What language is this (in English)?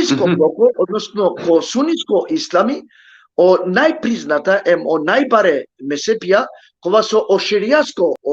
Balkan Romani